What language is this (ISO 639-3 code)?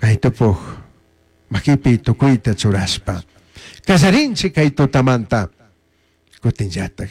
qug